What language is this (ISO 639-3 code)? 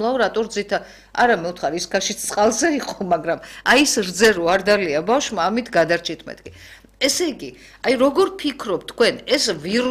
kat